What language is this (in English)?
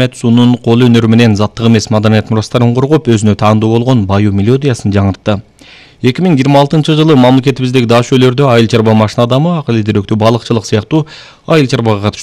Kyrgyz